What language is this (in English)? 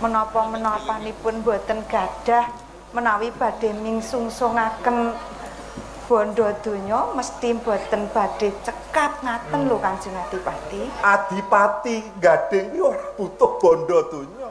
Javanese